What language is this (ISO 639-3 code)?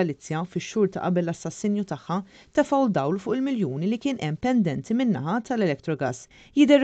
mlt